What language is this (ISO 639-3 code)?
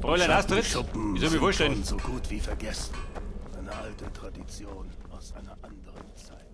bar